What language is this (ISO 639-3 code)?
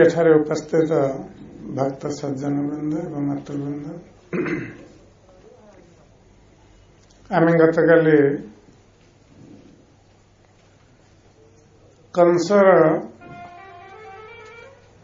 ori